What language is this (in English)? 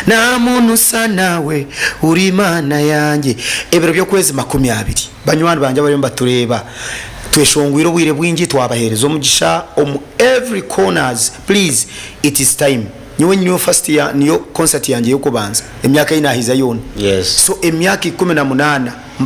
Nyankole